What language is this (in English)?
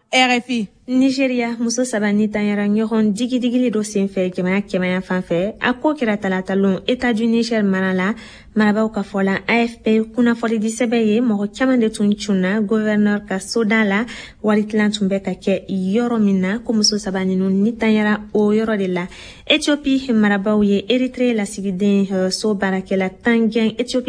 Bambara